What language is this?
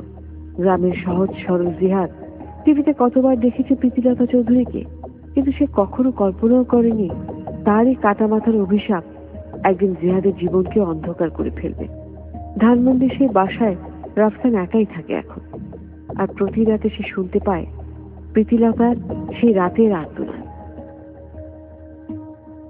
Bangla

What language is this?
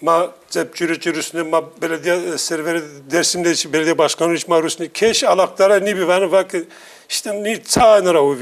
Zaza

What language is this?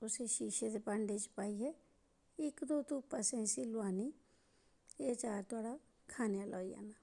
Dogri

